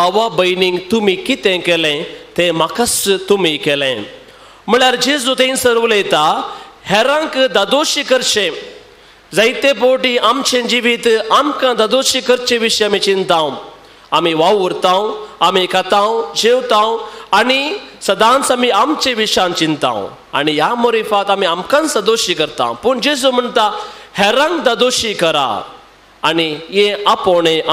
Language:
Konkani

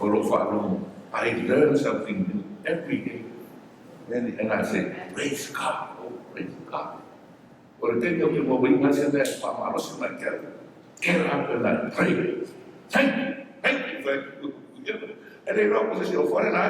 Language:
Samoan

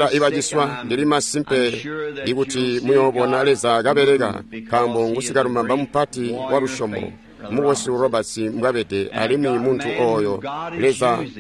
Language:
Tonga (Zambia)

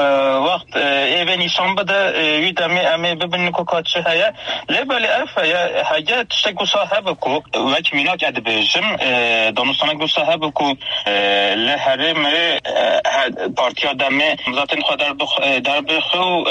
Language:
Kurdish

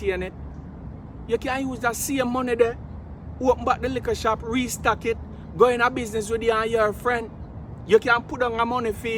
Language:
Jamaican Creole English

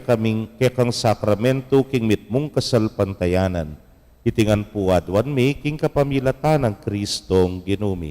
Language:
Pampanga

